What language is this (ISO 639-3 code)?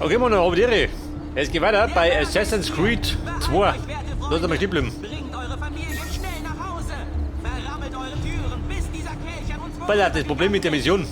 bar